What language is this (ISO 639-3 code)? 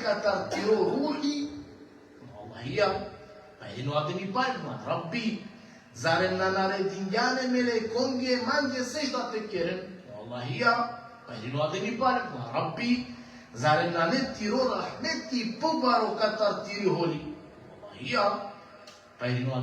rmn